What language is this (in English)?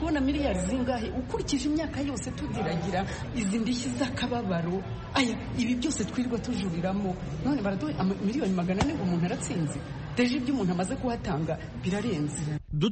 Kinyarwanda